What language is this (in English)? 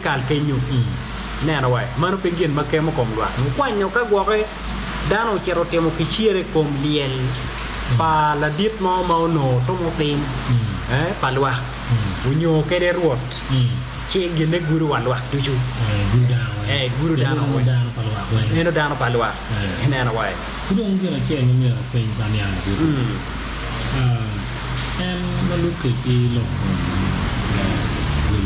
Acoli